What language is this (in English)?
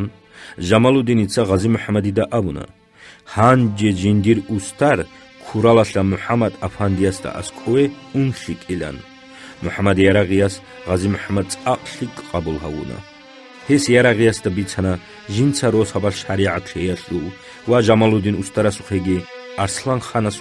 Avaric